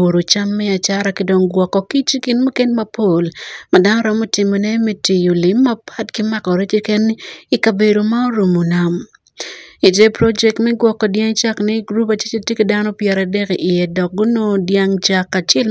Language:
Acoli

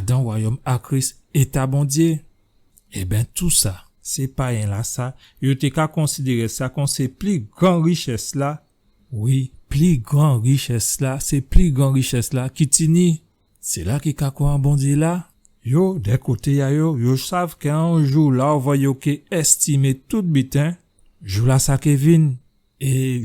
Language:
Guadeloupean Creole French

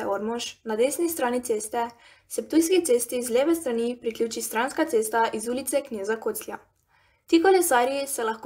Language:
Slovenian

